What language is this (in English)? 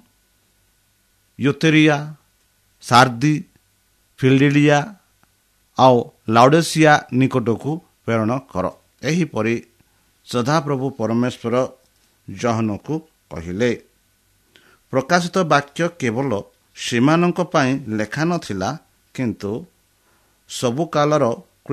Odia